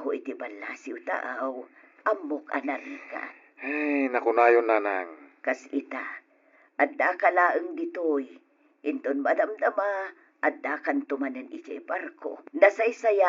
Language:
Iloko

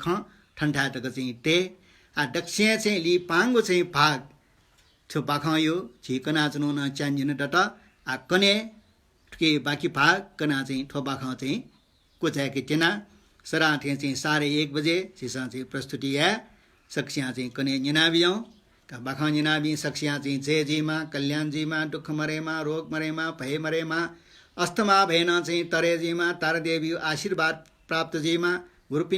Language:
Newari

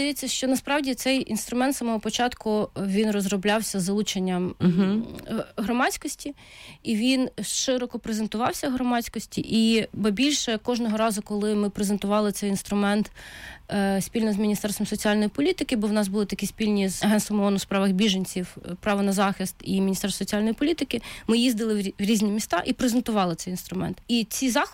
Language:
Ukrainian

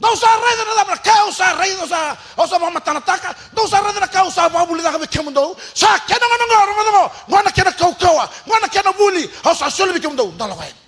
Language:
Fijian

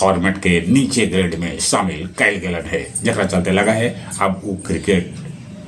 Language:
Magahi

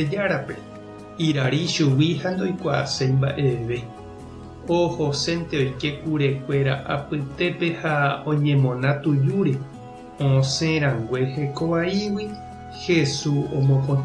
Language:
Guarani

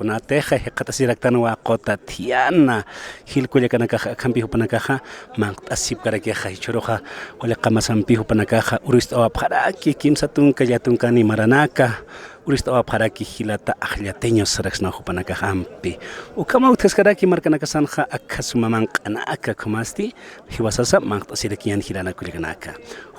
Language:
Aymara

